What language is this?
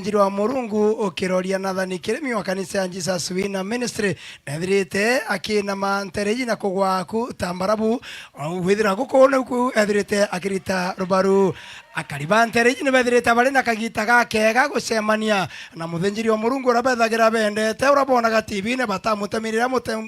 Meru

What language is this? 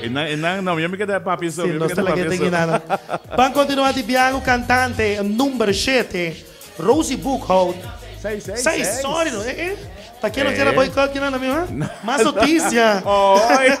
Papiamento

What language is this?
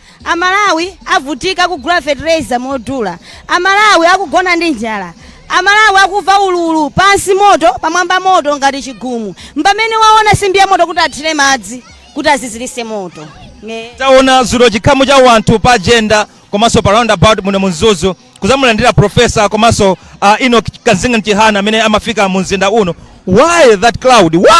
Nyanja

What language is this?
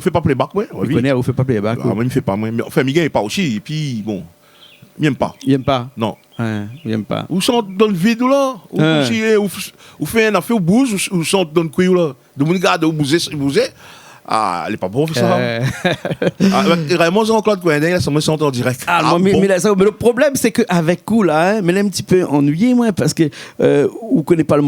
Réunion Creole French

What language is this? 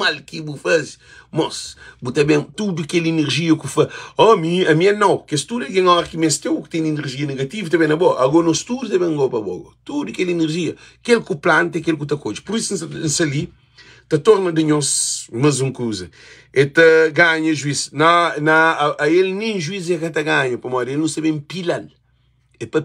Kabuverdianu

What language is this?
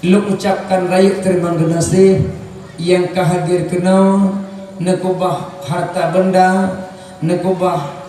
Achinese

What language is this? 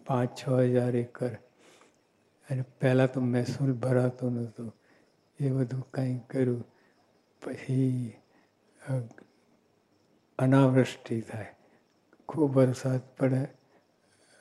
Gujarati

